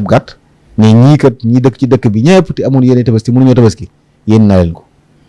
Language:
Wolof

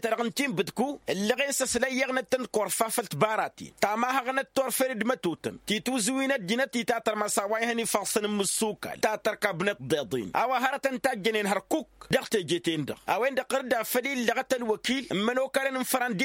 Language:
Tamasheq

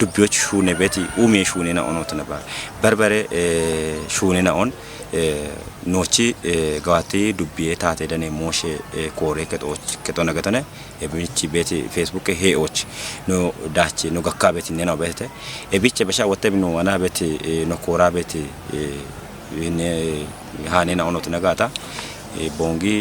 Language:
Kafa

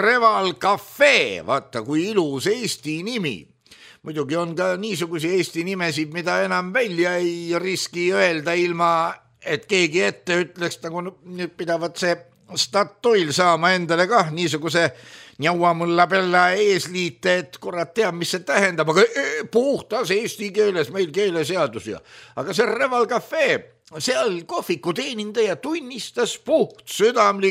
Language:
Estonian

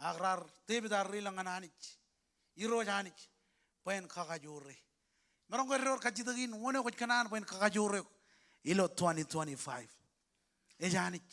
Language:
Marshallese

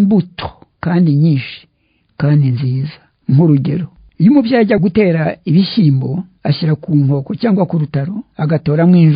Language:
Kinyarwanda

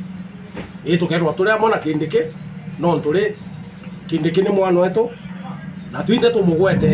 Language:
Meru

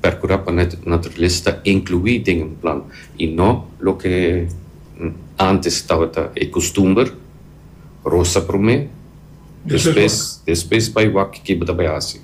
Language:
Papiamento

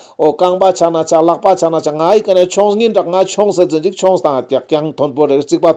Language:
Ladakhi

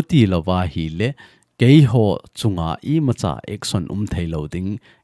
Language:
Thado Chin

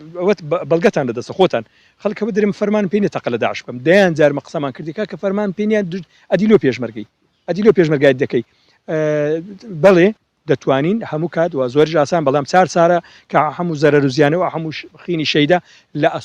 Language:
Central Kurdish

